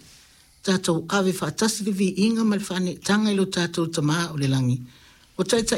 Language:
Samoan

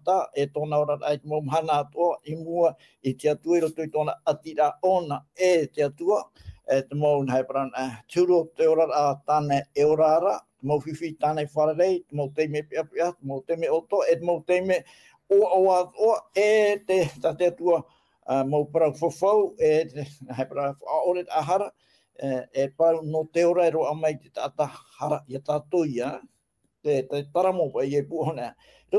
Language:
Tahitian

